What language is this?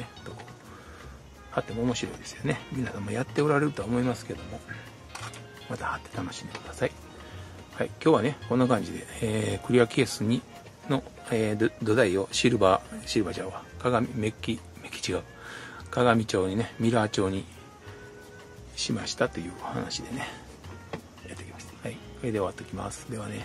Japanese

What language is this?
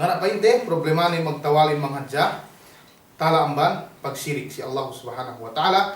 Yakan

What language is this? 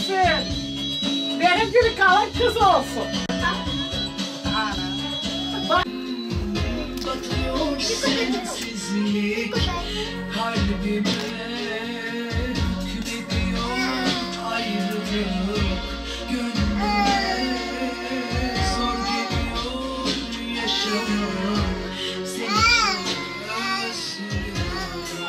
Turkish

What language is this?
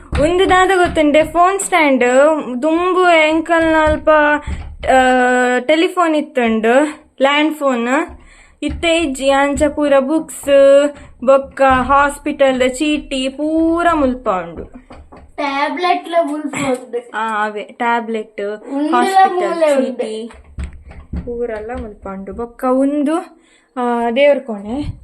Tulu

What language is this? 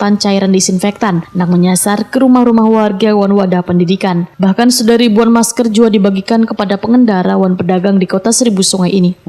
Banjar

